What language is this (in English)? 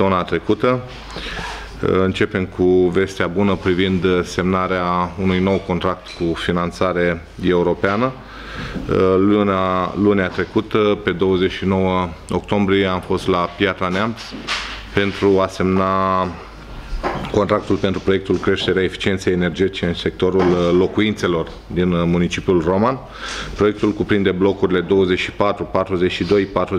Romanian